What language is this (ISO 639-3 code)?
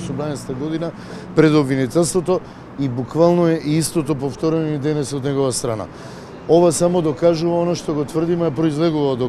mkd